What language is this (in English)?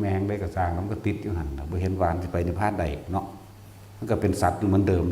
Northeastern Thai